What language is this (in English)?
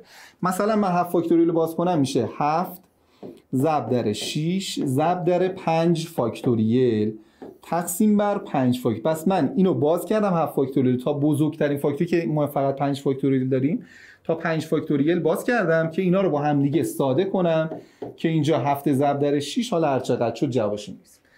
Persian